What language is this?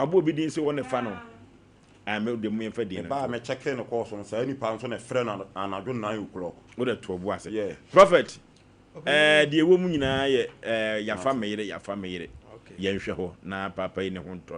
Akan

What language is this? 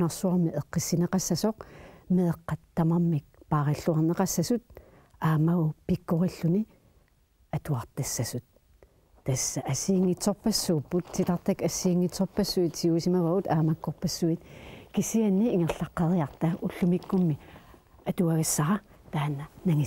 Kalaallisut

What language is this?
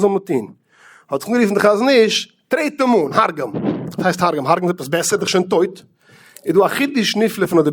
Yiddish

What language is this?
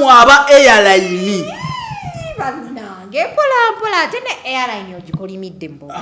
Ganda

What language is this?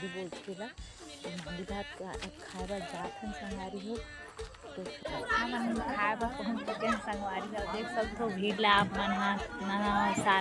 Chhattisgarhi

